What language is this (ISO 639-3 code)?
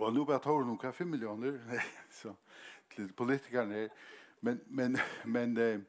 fao